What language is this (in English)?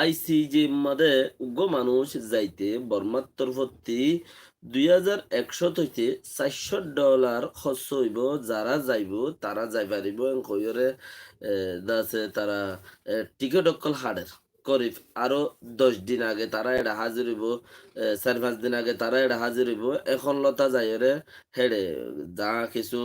Rohingya